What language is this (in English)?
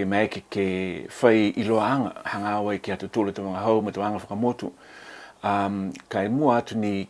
Niuean